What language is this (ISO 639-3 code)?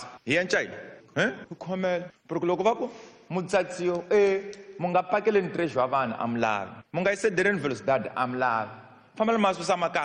tso